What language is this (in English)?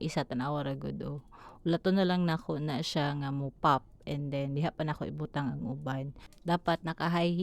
Cebuano